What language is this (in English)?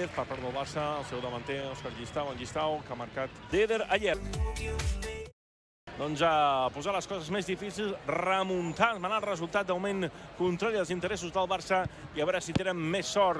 Catalan